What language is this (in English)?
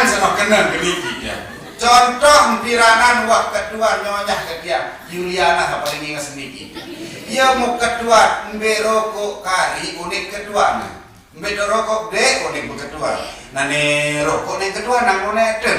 Sasak